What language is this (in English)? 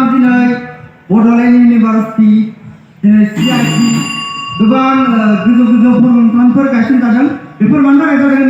Bodo